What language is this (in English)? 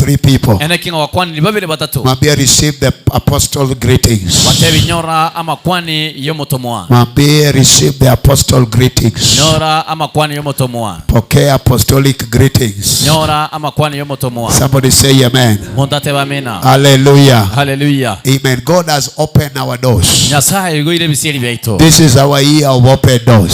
Gusii